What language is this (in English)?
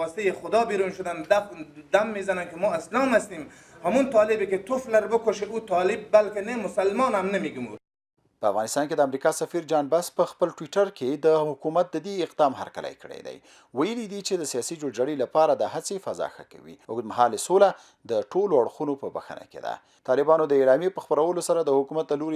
Pashto